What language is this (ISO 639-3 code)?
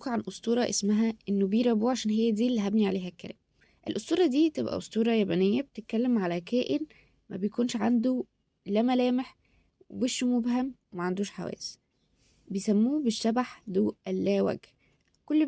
arz